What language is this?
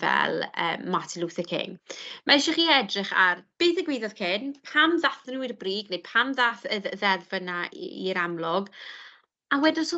Welsh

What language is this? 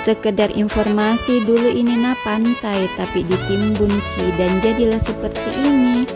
Makassar Malay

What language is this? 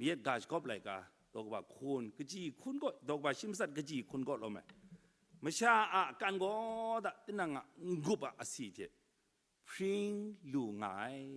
Kachin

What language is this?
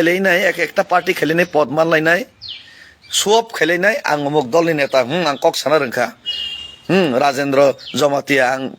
Kok Borok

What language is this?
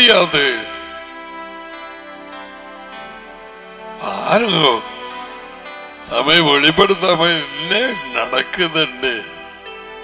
Tamil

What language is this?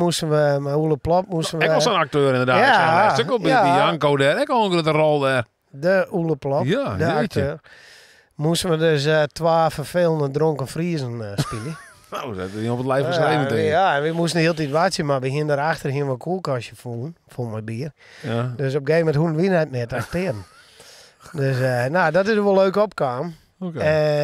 Western Frisian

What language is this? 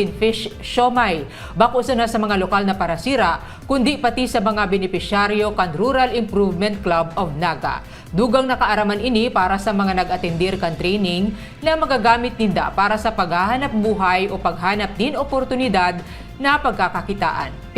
Bikol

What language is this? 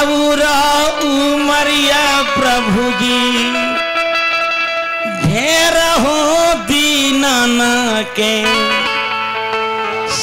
Bhojpuri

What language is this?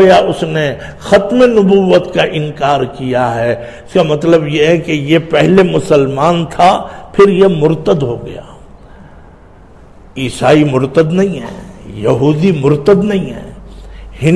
Urdu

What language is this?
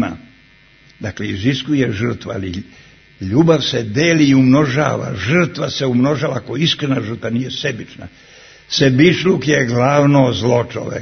Serbian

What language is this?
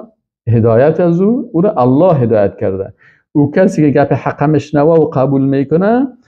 Persian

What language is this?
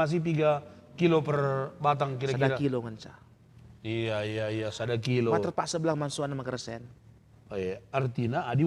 Batak Karo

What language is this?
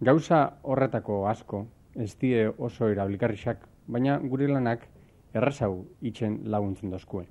Basque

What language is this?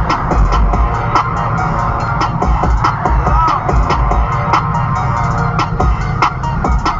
English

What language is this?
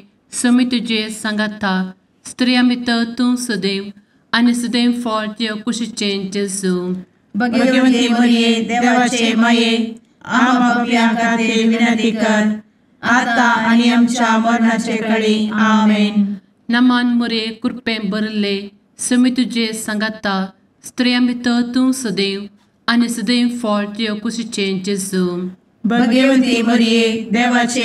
Konkani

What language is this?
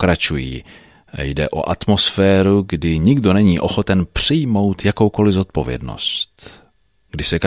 Czech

